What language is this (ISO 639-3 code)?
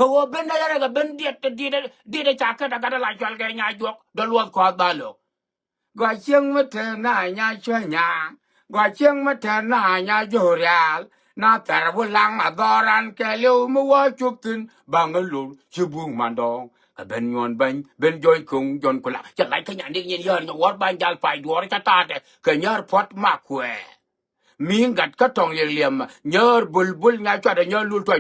nus